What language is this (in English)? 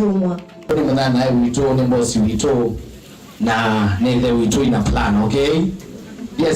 Kamba